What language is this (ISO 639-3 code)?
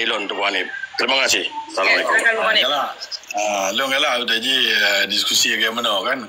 ace